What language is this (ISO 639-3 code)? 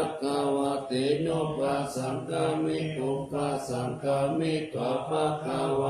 pli